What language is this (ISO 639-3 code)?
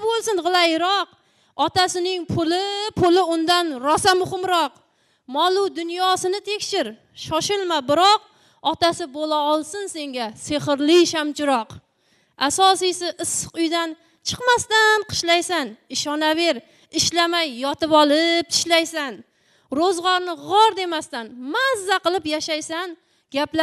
kaa